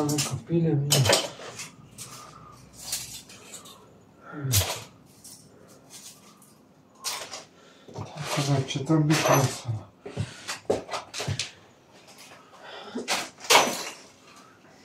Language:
Croatian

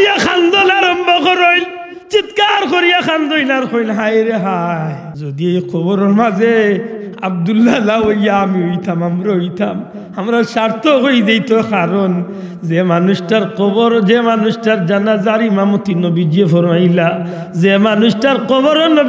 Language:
Sylheti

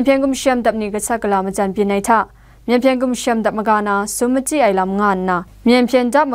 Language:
Kachin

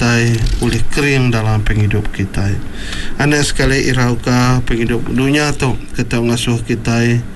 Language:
Iban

